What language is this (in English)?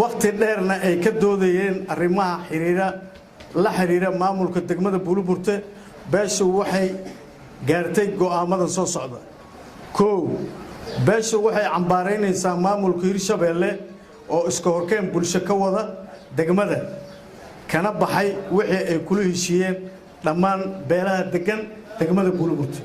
Somali